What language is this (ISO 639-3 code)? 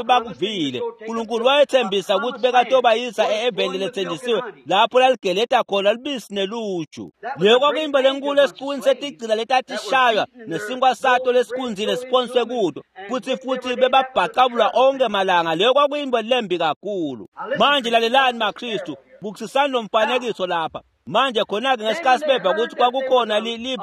ssw